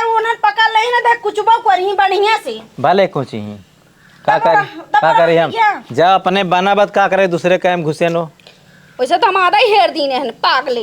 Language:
Awadhi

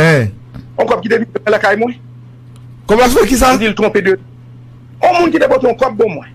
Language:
Haitian Creole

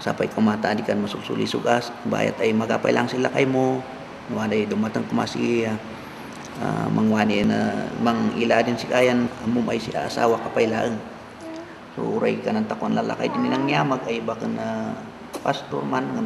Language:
Kankanaey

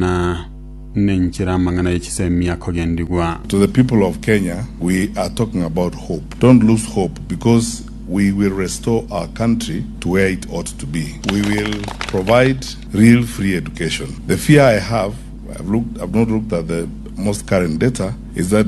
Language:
Gusii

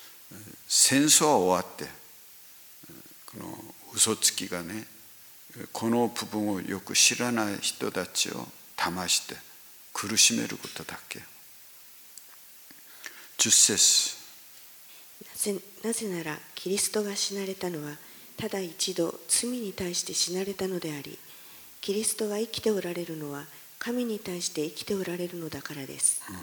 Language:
Japanese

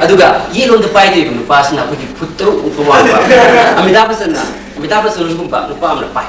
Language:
Manipuri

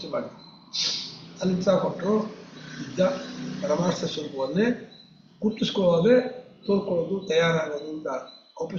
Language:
Kannada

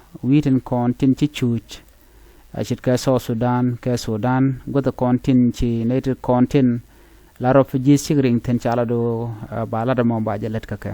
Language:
Nuer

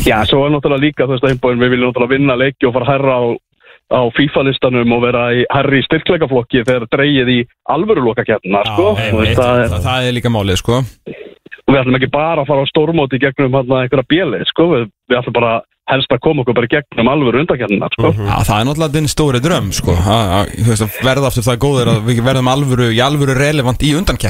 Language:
Icelandic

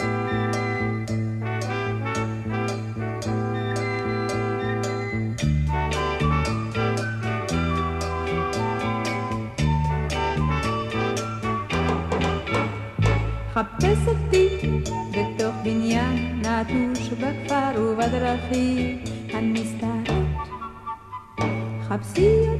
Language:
Hebrew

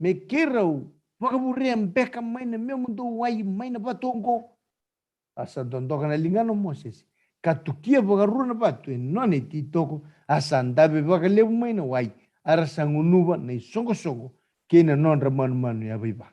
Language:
Fijian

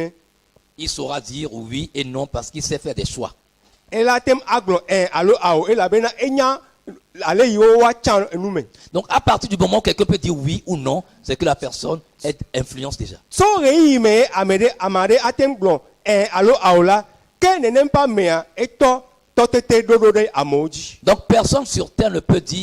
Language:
Ewe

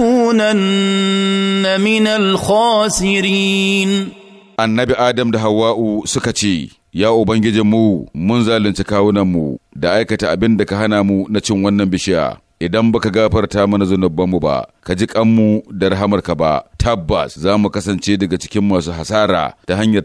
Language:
Hausa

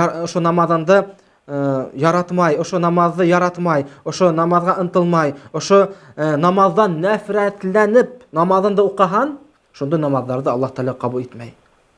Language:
Bashkir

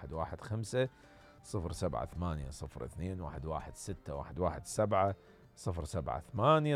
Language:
Mesopotamian Arabic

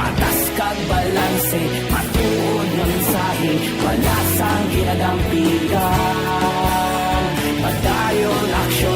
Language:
Hiligaynon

